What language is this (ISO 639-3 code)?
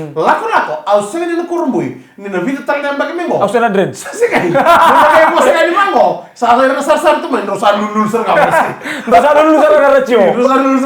fij